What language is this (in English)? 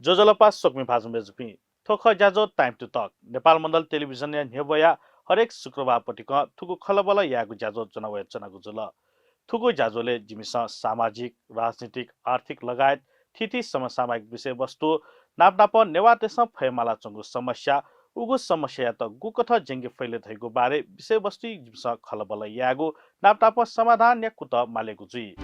Newari